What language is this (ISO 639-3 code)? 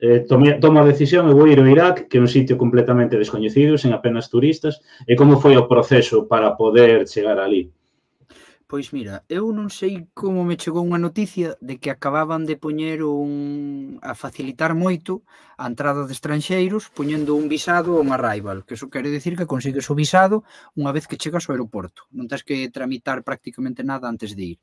glg